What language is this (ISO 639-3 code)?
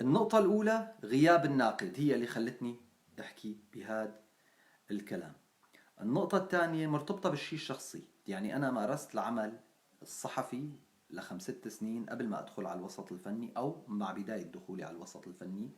apc